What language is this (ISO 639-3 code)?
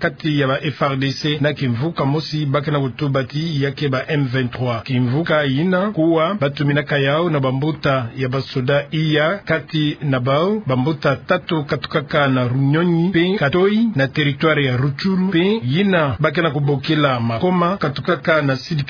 ktu